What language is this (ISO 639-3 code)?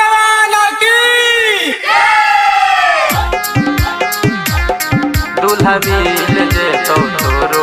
bho